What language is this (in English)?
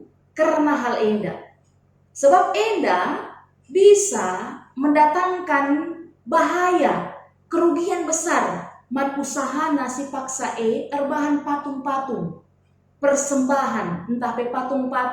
Batak Karo